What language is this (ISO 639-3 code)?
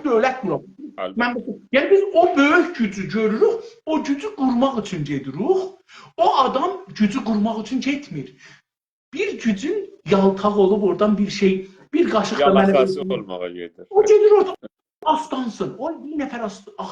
azb